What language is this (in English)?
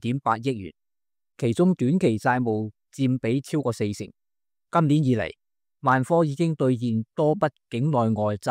Cantonese